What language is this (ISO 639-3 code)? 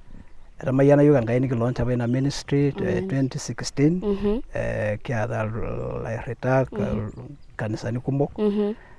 mas